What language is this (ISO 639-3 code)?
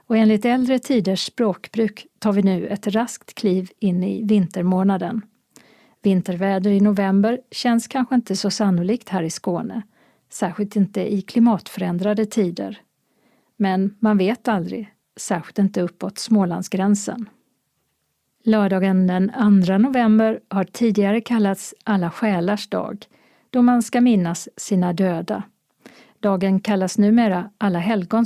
swe